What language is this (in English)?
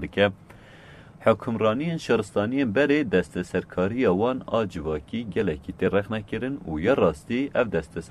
Kurdish